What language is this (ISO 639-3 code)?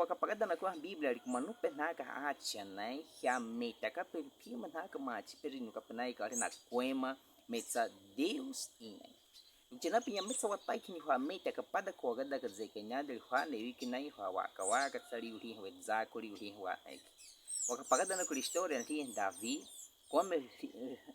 bwi